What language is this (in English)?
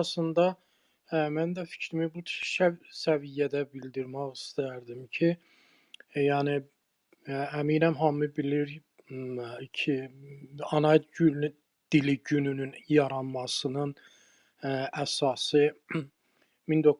South Azerbaijani